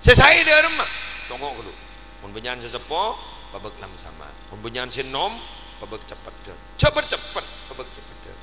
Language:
Madurese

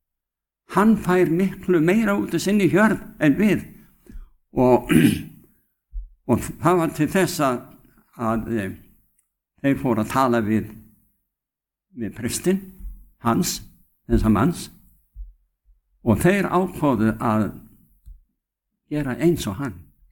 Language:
Icelandic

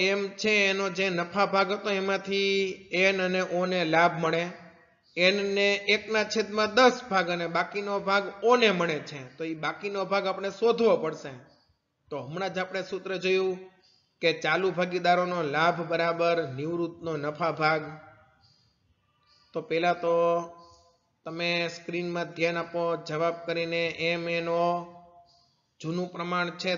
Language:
Gujarati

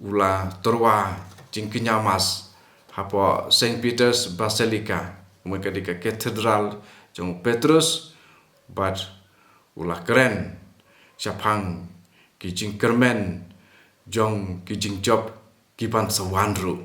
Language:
Khasi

